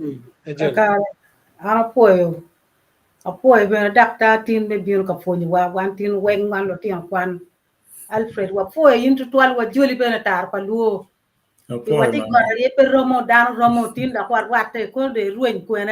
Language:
Acoli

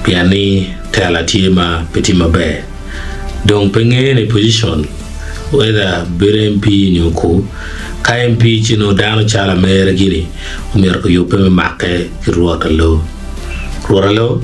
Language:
Acoli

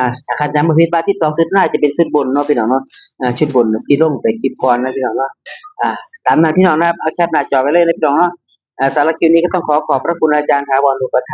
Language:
Northeastern Thai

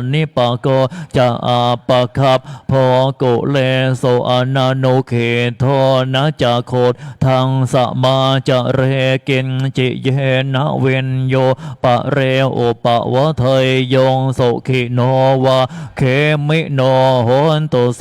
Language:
Pali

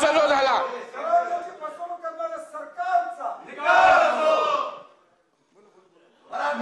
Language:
Marathi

